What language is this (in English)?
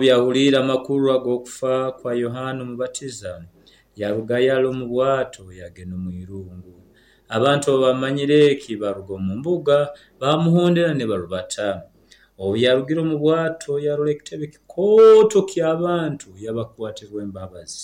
Nyoro